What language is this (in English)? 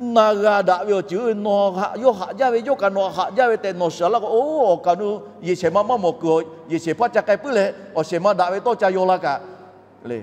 Lahu